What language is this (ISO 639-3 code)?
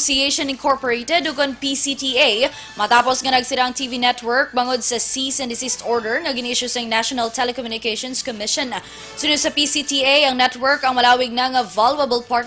hil